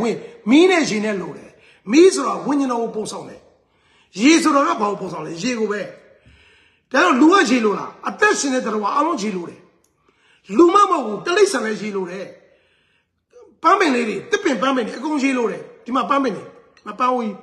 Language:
Burmese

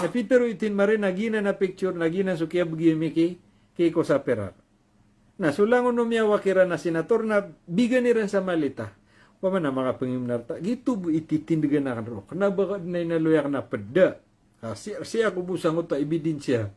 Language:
Maranao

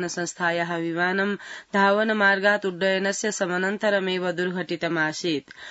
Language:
Sanskrit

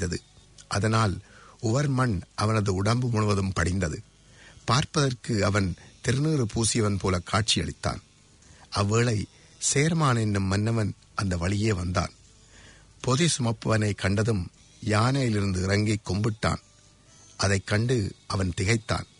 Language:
Tamil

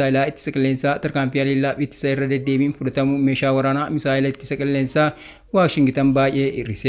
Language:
Oromo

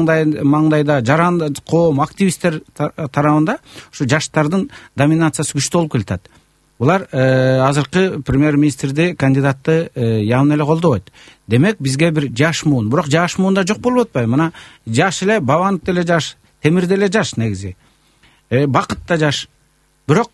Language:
Kyrgyz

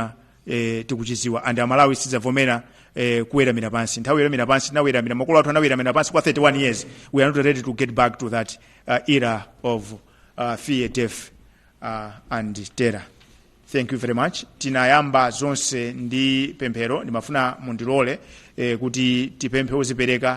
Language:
Nyanja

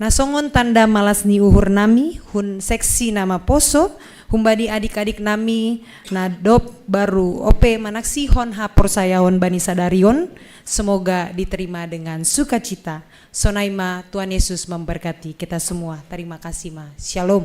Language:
Batak Simalungun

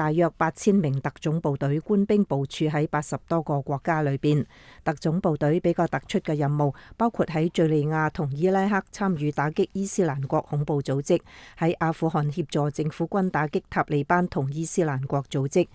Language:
Cantonese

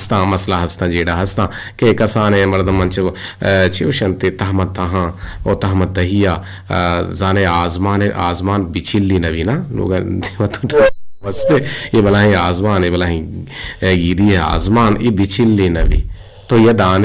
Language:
Eastern Balochi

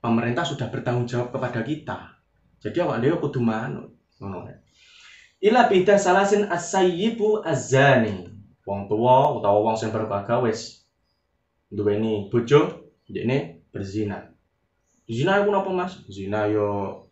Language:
Javanese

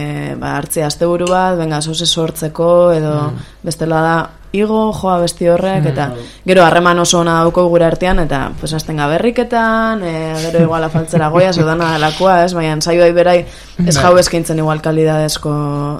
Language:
Basque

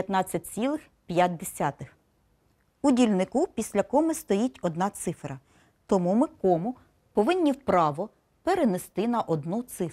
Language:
Ukrainian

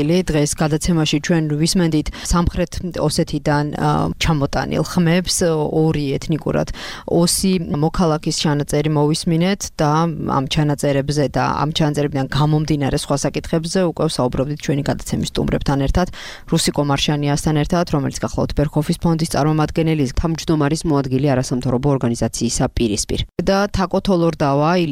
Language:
Georgian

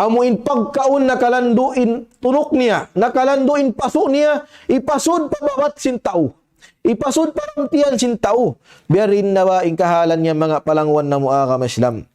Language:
Tausug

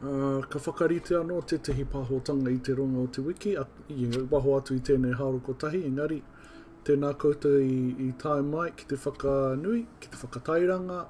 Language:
Māori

